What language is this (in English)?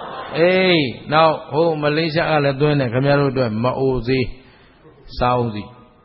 Burmese